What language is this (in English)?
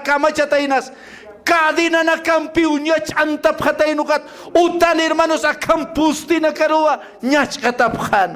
Aymara